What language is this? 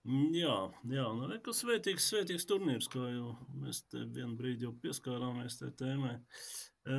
Latvian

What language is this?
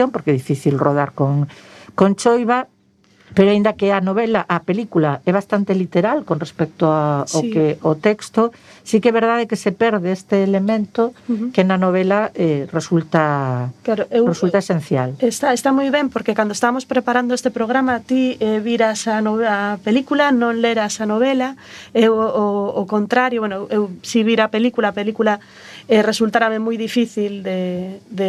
Galician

